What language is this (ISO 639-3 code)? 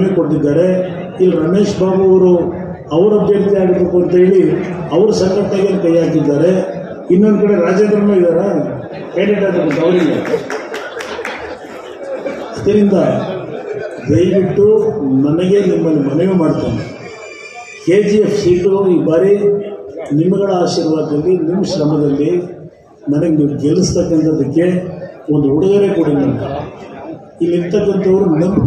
kan